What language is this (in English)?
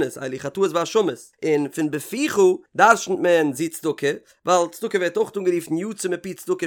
Yiddish